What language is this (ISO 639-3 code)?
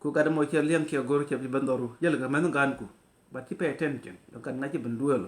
nus